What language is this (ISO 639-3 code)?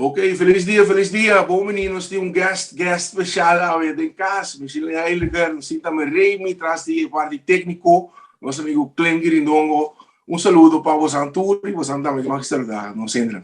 pap